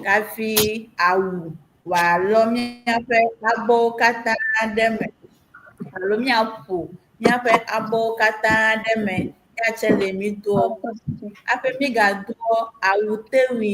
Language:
Ewe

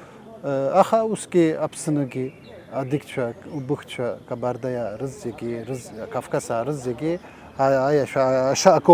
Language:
Abkhazian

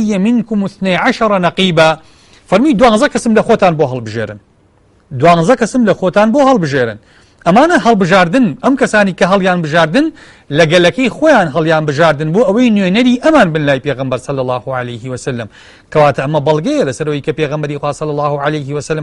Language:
Central Kurdish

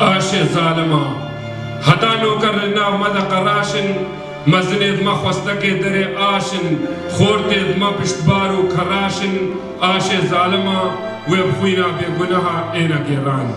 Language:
Kurdish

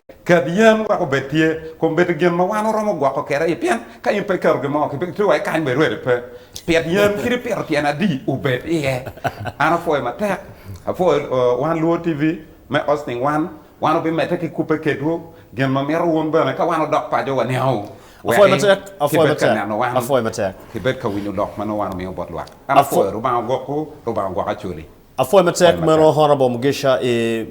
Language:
Acoli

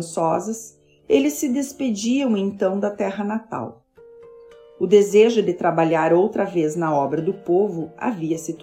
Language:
Portuguese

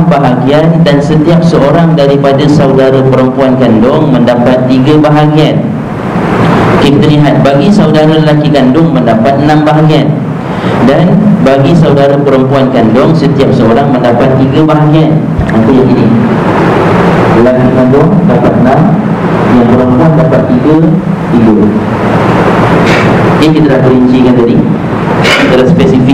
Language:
Malay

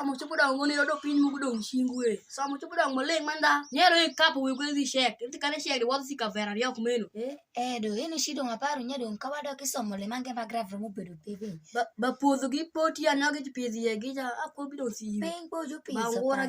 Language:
Alur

